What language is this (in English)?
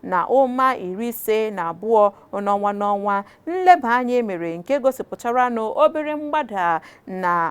Igbo